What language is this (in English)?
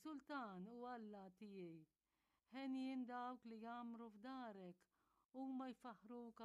Maltese